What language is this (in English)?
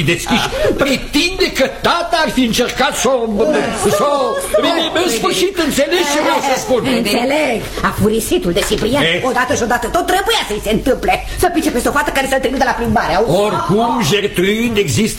Romanian